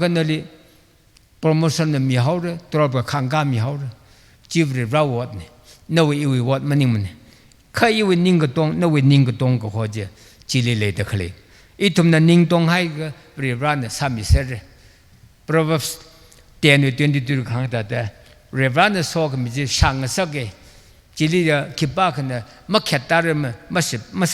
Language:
Tangkhul Naga (India)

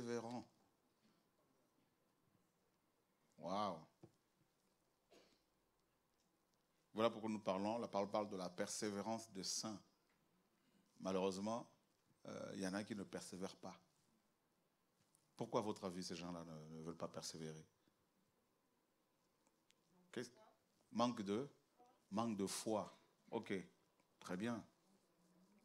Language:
French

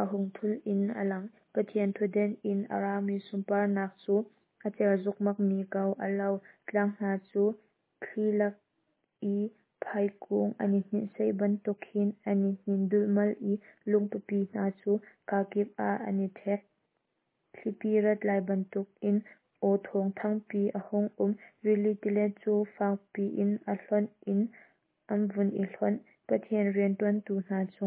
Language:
Hakha Chin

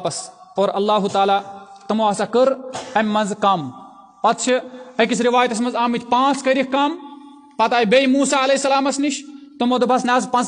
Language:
Kashmiri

